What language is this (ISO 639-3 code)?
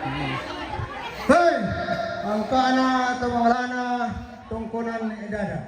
sda